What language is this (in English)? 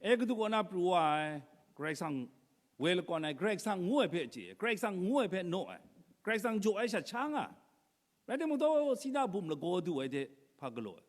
Kachin